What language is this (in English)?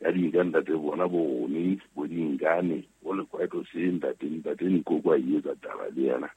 Southern Sotho